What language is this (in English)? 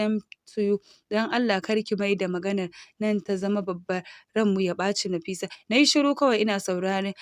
Hausa